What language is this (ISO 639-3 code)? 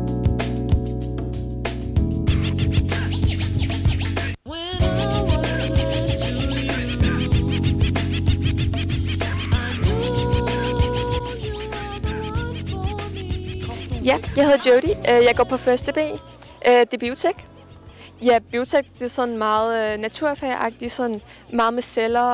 dan